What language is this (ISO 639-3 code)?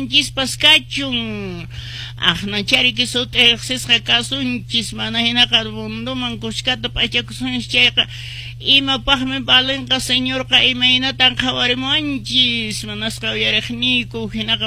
que